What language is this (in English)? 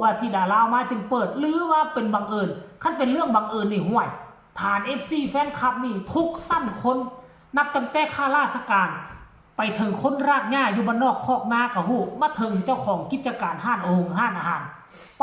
Northeastern Thai